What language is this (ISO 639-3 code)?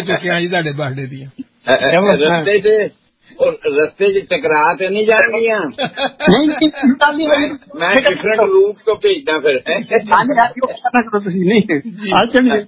pan